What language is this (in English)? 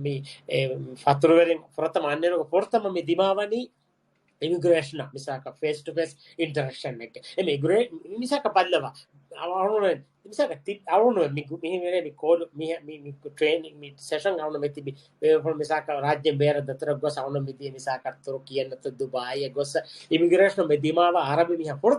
Divehi